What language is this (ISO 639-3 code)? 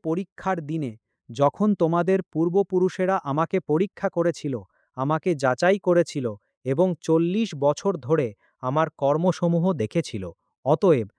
ben